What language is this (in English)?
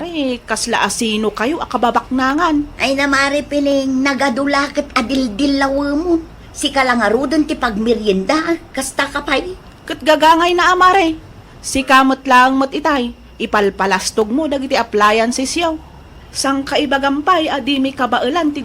Iloko